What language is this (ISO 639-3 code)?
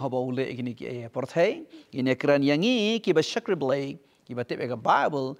kha